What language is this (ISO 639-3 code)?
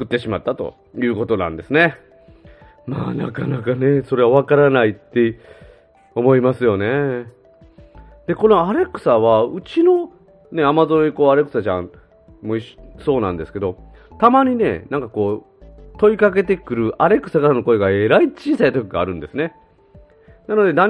jpn